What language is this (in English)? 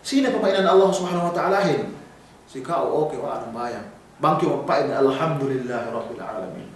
Yakan